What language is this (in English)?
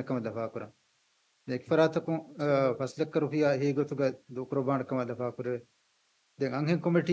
Divehi